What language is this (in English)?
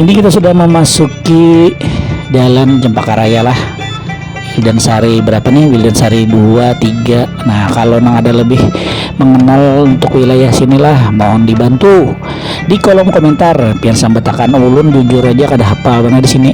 Banjar